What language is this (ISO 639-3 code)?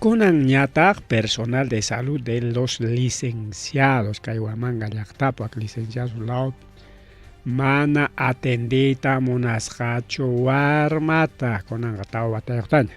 quy